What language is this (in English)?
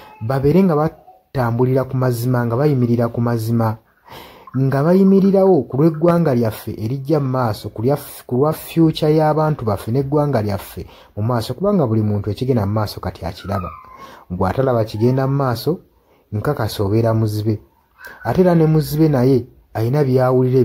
Ganda